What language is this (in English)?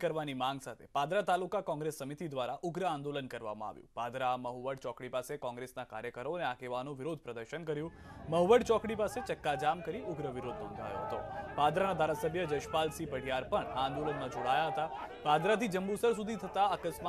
Gujarati